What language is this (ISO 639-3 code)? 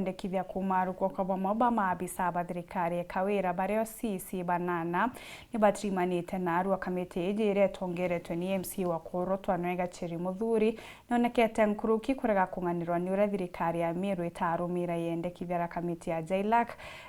mer